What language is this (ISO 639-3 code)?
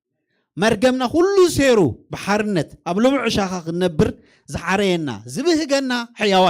tir